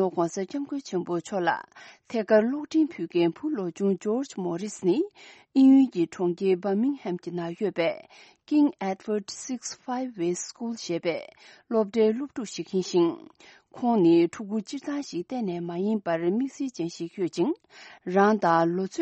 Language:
Tibetan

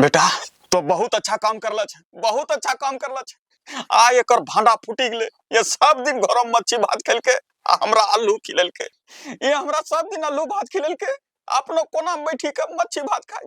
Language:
Angika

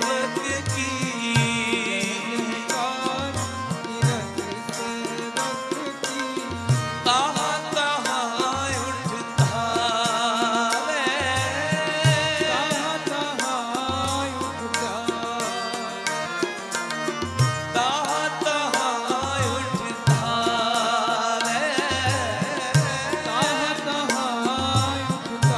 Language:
Hindi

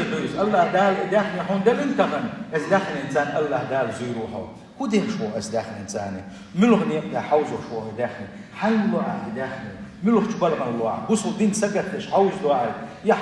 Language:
Chechen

